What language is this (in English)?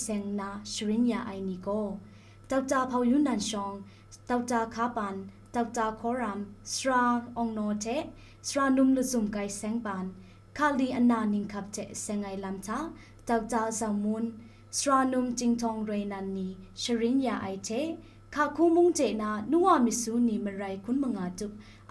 Kachin